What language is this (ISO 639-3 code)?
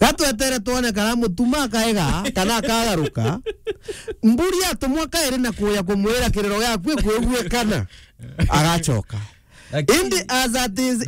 mer